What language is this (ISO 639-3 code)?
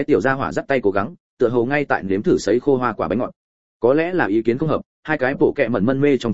vie